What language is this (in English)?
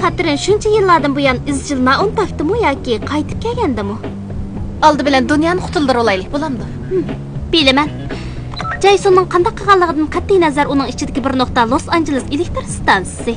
Uyghur